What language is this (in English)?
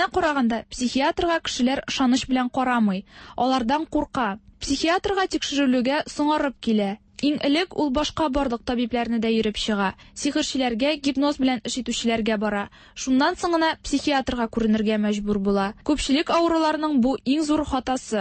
Tatar